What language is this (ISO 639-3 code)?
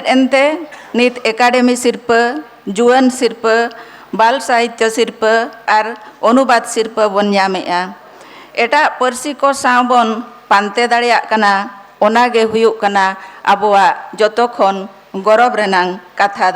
sat